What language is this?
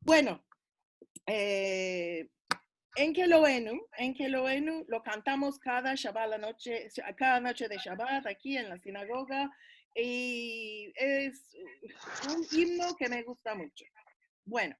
Ladino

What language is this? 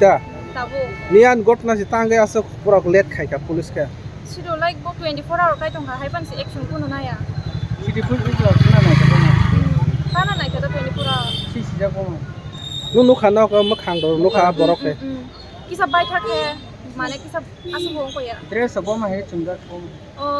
Kok Borok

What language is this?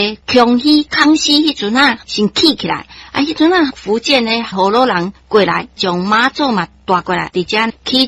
Min Nan Chinese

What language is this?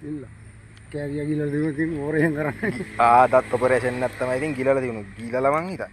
Sinhala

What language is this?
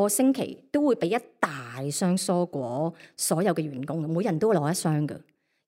Cantonese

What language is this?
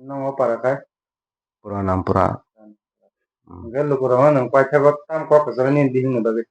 Kok Borok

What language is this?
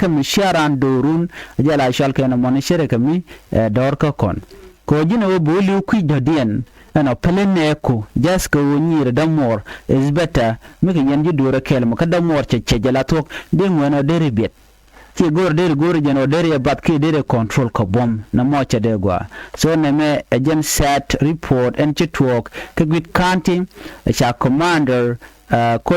Nuer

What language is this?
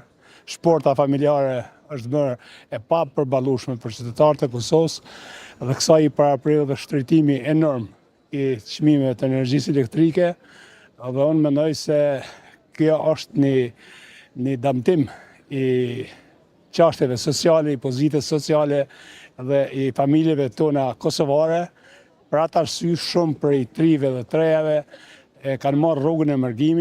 Albanian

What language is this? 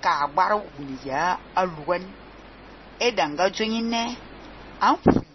Fang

